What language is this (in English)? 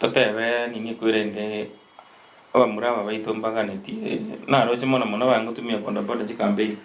Gusii